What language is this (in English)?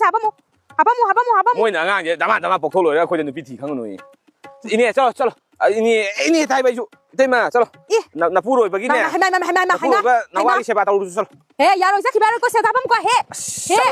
Manipuri